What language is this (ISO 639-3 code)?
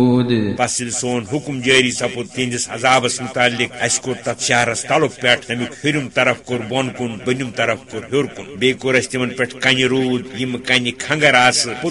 kas